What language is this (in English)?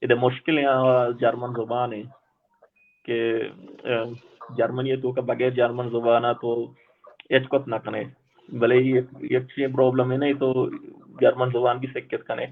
Baluchi